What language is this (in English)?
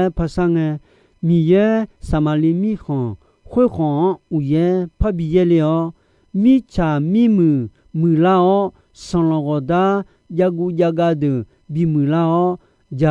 Akha